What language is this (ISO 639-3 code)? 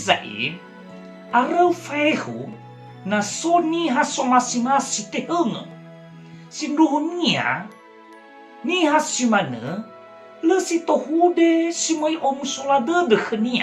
nia